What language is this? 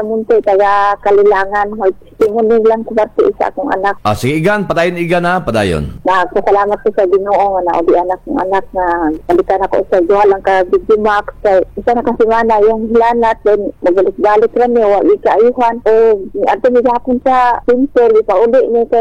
Cebuano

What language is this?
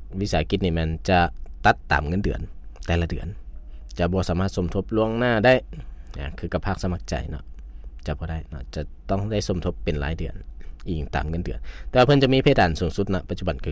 Lao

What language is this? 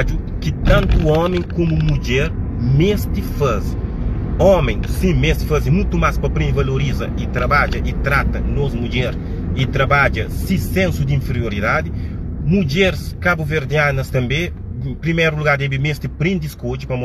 Kabuverdianu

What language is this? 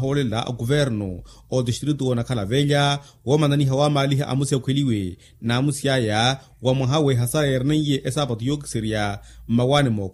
Makhuwa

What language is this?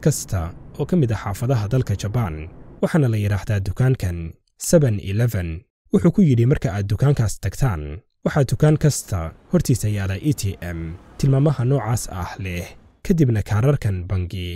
Somali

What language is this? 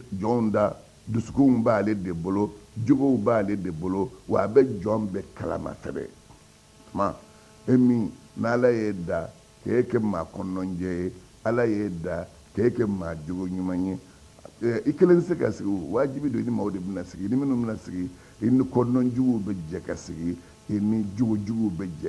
Bambara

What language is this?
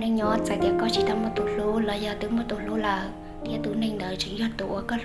Hmong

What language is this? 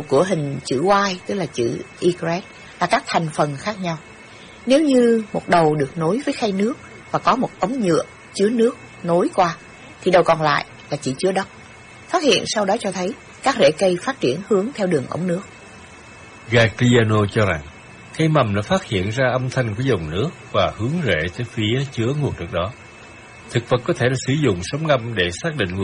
Vietnamese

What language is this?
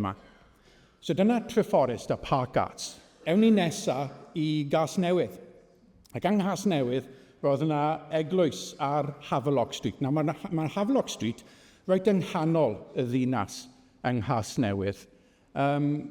Welsh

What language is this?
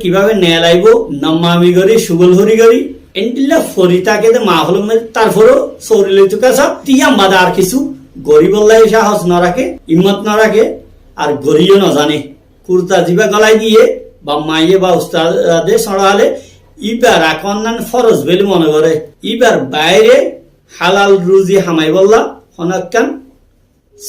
Rohingya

